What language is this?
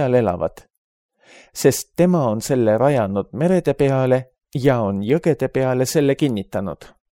Estonian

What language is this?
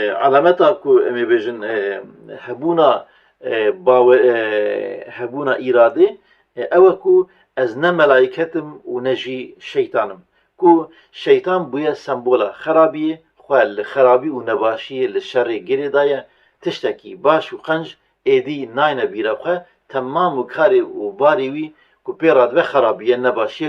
Kurdish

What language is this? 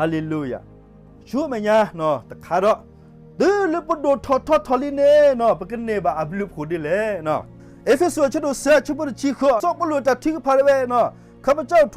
S'gaw Karen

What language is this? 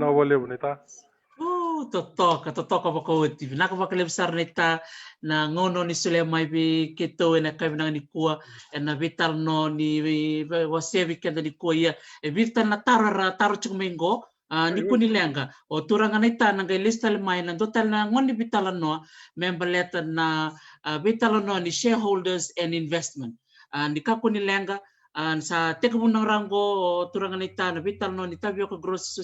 Fijian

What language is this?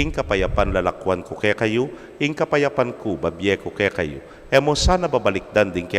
Pampanga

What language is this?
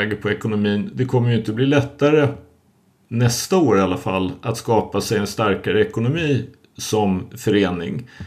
Swedish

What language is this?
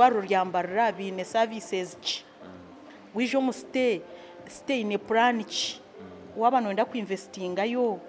Nyankole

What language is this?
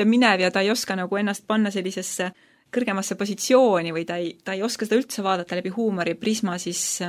Estonian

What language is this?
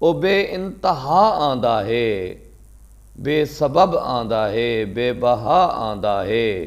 Saraiki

